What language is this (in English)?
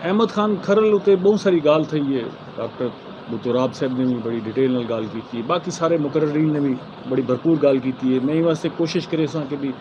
Saraiki